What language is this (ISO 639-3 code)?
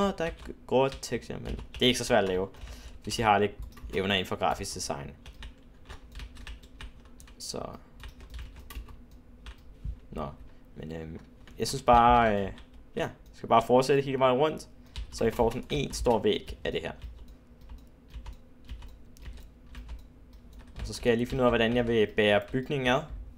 dan